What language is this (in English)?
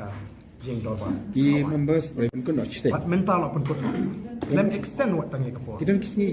Khasi